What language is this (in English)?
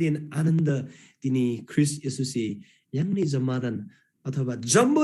Eastern Tamang